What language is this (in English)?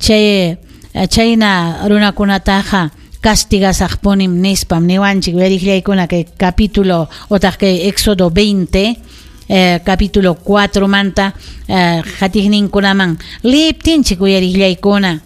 Ayacucho Quechua